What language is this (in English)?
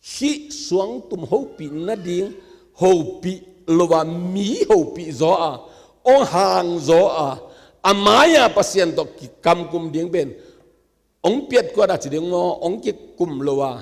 Tedim Chin